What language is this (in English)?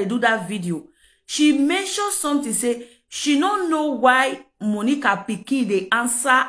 Nigerian Pidgin